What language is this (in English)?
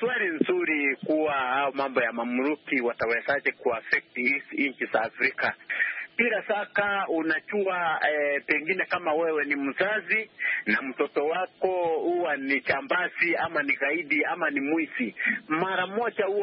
Swahili